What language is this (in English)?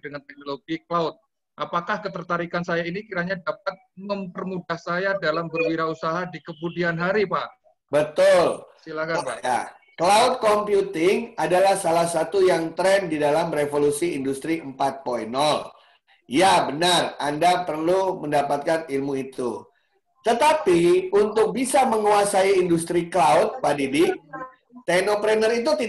Indonesian